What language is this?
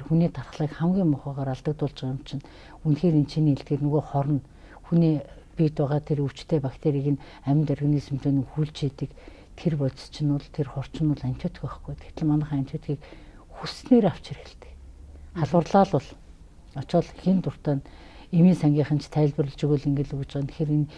Mongolian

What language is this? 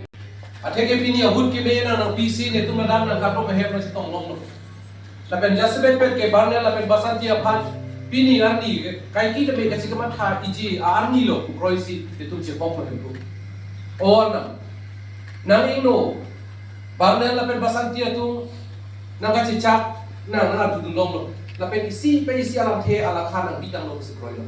Karbi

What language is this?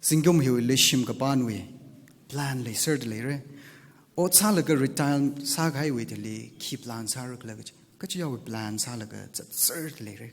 Tangkhul Naga (India)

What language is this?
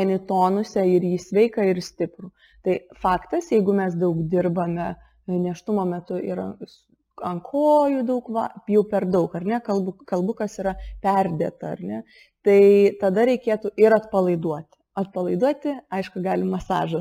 Lithuanian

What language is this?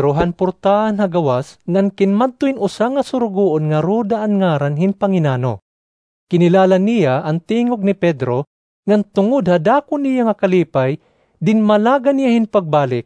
Waray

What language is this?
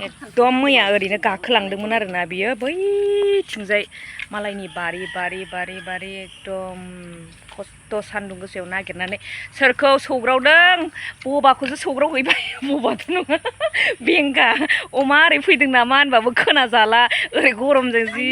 Bodo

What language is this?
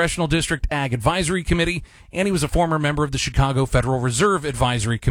English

